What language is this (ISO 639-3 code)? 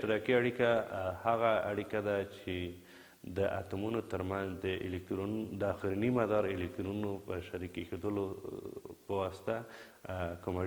pus